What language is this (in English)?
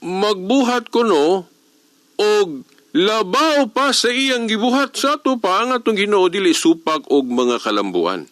Cebuano